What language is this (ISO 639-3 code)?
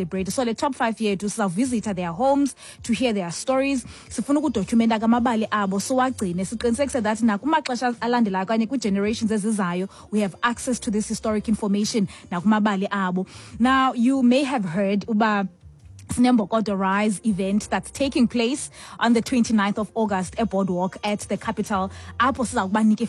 xho